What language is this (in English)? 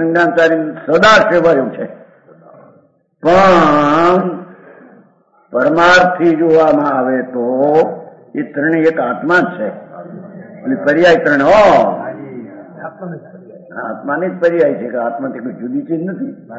Gujarati